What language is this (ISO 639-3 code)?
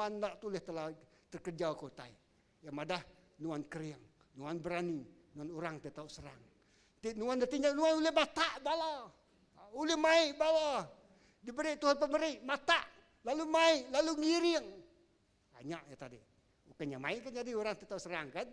iba